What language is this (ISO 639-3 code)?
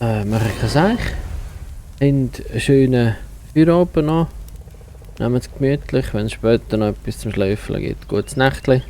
gsw